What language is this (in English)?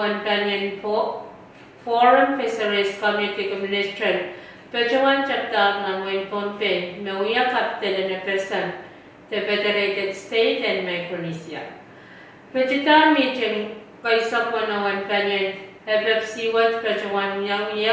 Pohnpeian